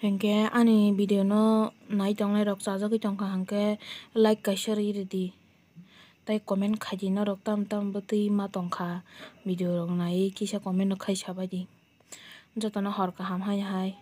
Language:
Kok Borok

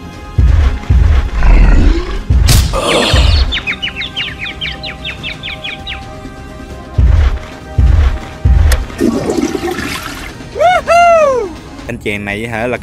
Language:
Vietnamese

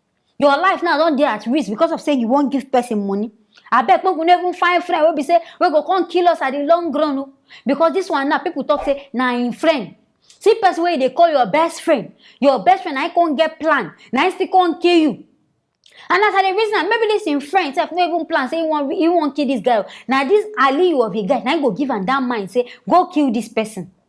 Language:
Nigerian Pidgin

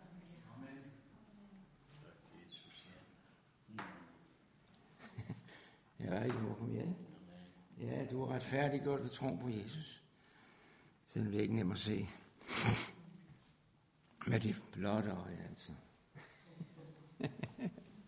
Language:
Danish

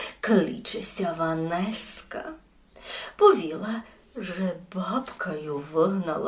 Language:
Rusyn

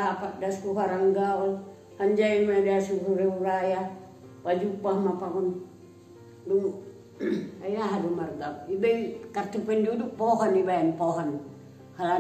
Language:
Batak Simalungun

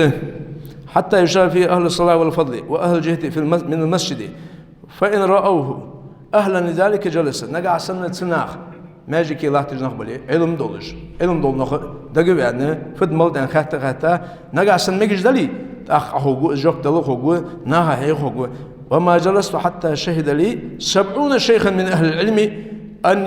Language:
Ingush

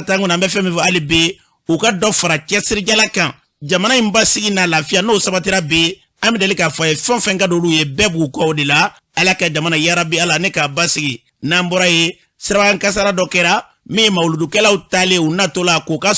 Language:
Bambara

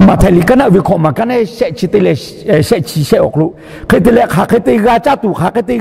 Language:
Lahu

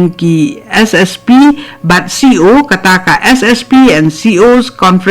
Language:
Khasi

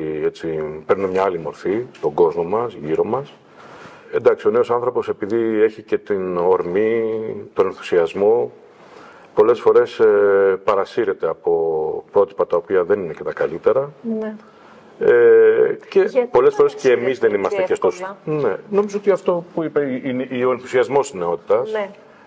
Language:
Greek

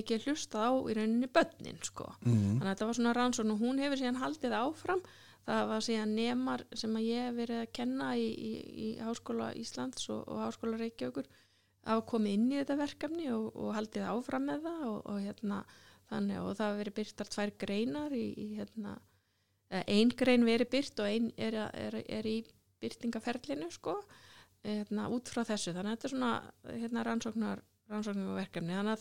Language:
Icelandic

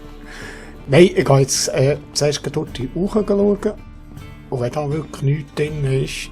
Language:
Swiss German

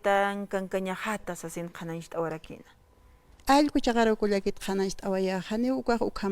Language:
Aymara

